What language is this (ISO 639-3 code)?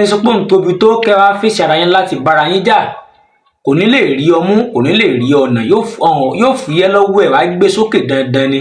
yor